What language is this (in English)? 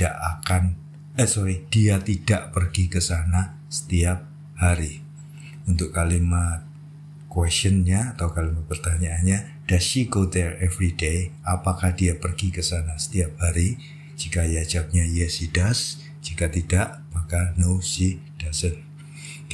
Indonesian